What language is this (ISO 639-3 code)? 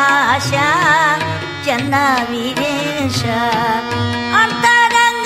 kan